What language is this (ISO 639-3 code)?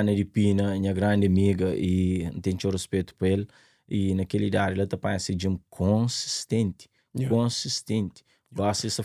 kea